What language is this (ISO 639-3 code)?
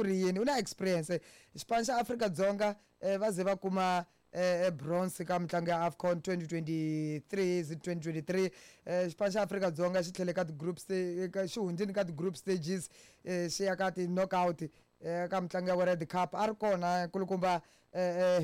tso